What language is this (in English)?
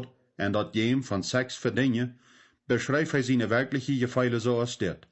Plautdietsch